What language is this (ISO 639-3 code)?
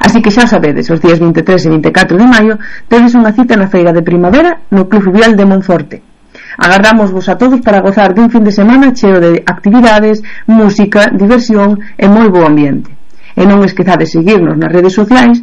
glg